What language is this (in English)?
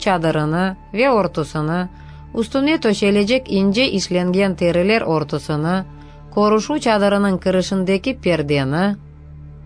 Crimean Tatar